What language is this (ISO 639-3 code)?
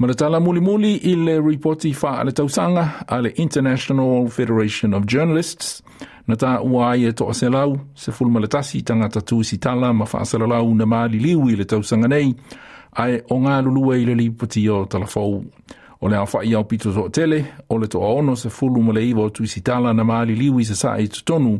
smo